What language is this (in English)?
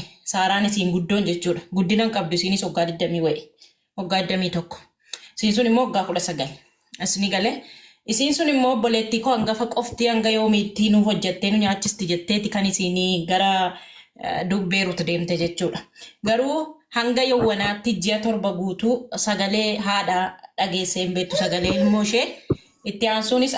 Oromo